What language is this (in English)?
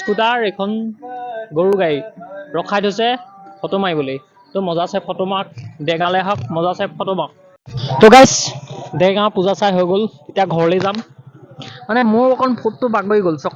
Assamese